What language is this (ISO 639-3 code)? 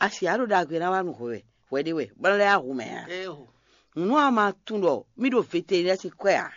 fon